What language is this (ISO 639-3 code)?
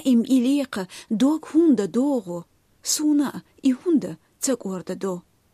che